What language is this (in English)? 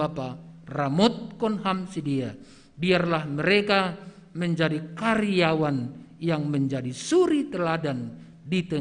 Batak Simalungun